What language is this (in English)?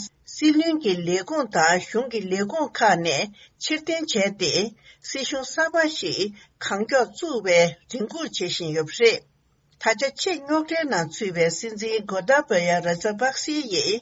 Tibetan